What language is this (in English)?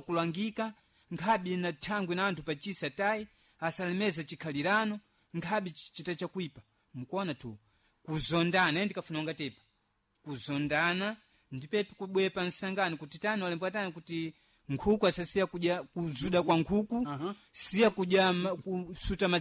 Sena